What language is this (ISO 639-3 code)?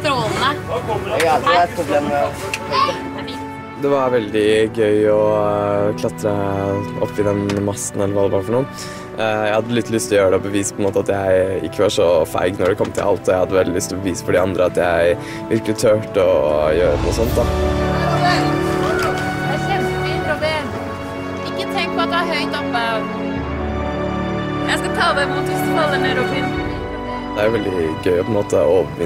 nor